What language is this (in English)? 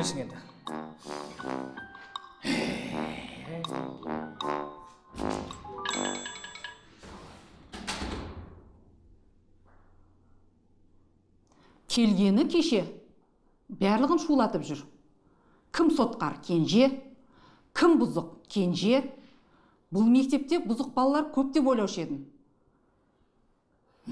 Kazakh